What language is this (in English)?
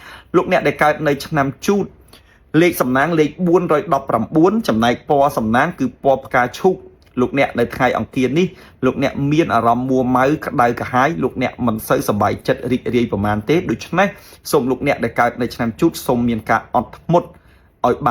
Khmer